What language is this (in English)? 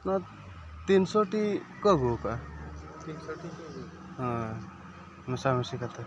Santali